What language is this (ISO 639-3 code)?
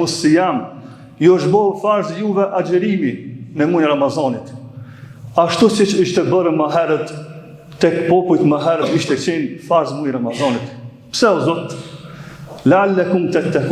sqi